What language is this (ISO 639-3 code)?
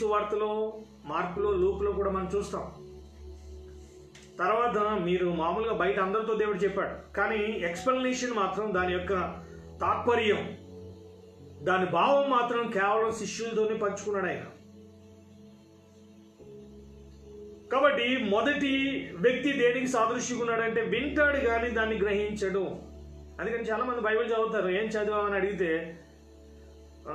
tel